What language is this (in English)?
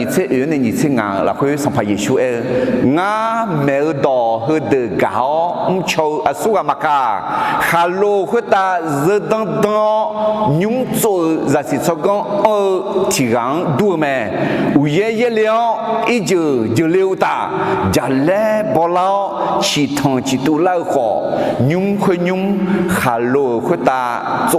Akha